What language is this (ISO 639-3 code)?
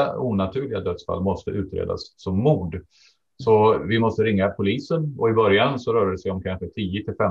swe